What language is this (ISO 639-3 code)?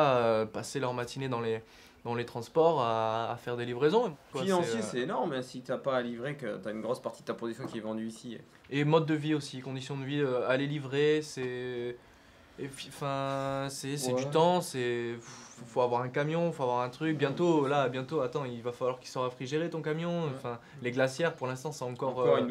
fra